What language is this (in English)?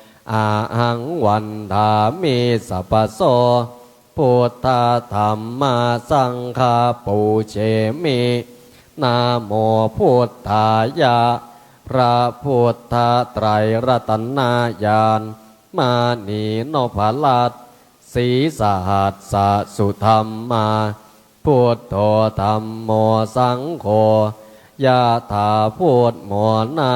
Pali